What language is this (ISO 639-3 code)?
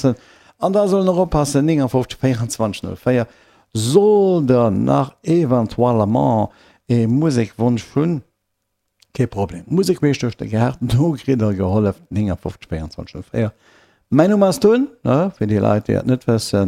ltz